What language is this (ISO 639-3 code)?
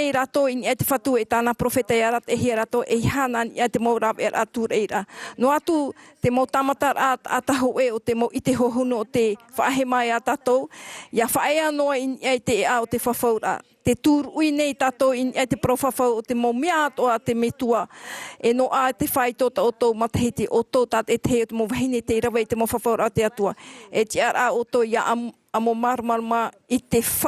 tah